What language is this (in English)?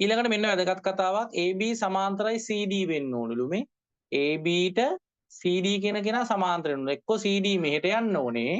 Sinhala